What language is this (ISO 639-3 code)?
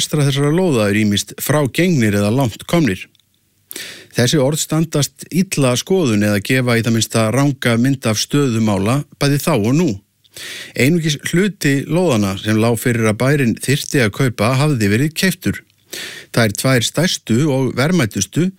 isl